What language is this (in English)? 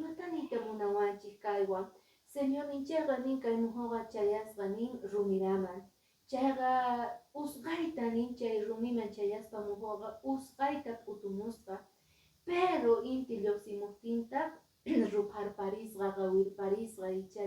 Quechua